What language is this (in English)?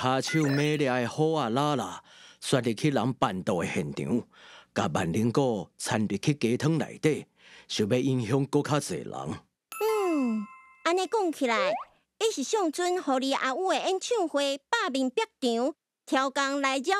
Min Nan Chinese